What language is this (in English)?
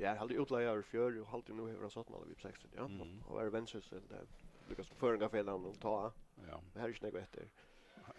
Faroese